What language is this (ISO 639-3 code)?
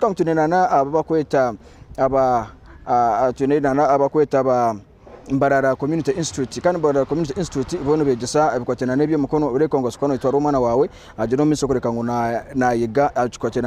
nyn